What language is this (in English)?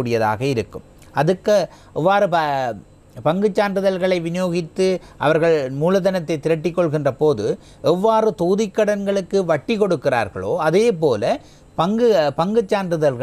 Tamil